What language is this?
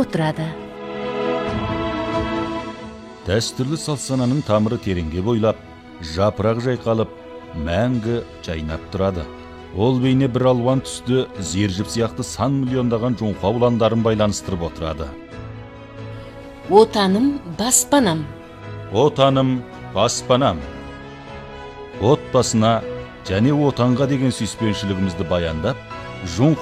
Kazakh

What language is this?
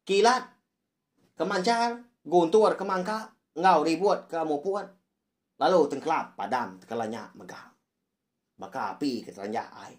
Iban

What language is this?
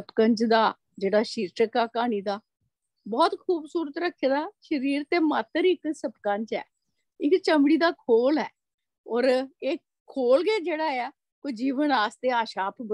Dogri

